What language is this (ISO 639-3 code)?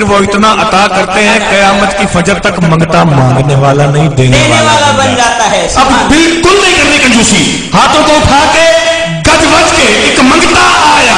skr